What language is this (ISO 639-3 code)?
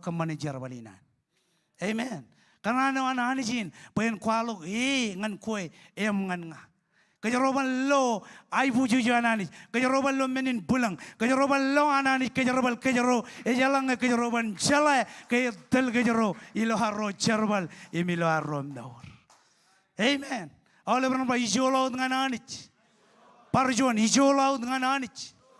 mah